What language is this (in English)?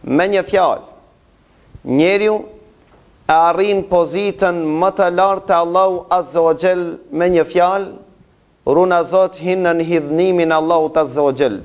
Albanian